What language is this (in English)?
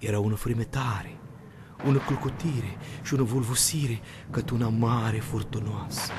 Aromanian